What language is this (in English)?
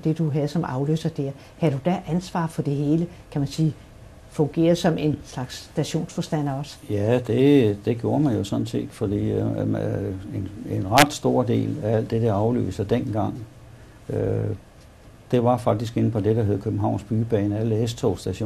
Danish